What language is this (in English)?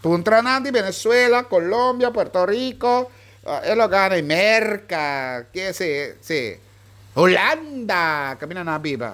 Papiamento